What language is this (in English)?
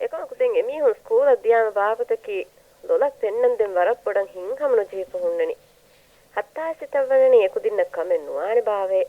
Divehi